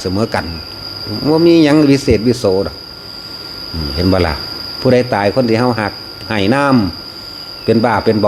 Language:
Northeastern Thai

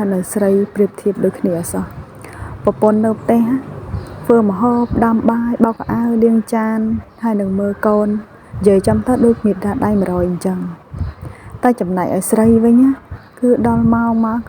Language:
Khmer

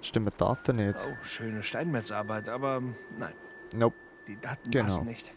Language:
Swiss German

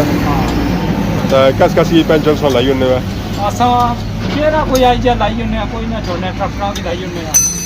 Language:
Pahari-Potwari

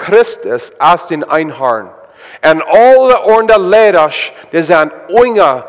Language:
Plautdietsch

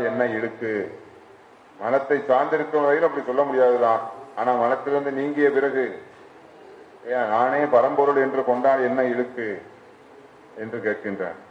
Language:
Tamil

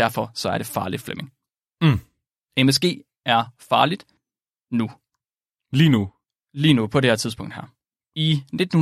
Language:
Danish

